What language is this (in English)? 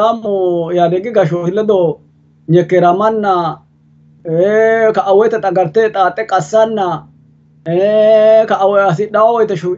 Sidamo